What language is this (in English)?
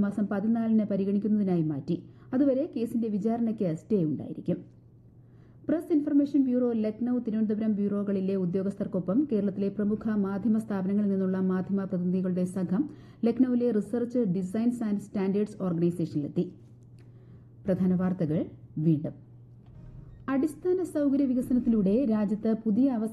Malayalam